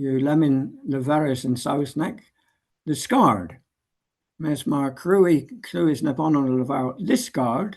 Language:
Cornish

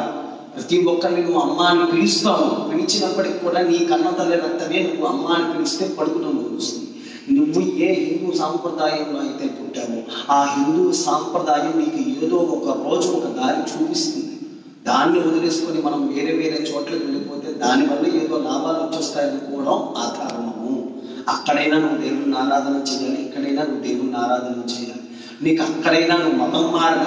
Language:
Telugu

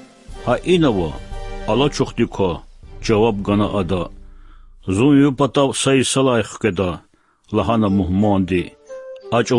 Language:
Lezghian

